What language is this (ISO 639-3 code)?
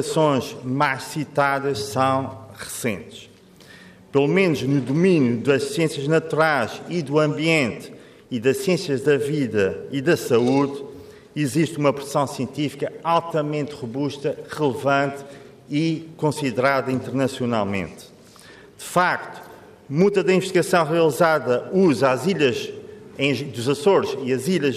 por